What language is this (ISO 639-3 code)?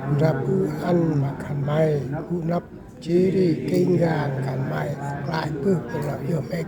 cmo